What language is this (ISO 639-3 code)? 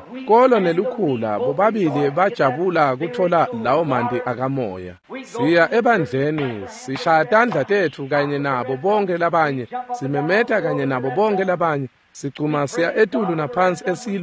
ssw